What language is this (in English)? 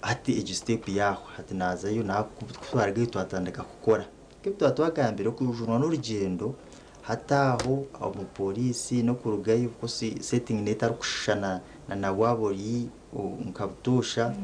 Nyankole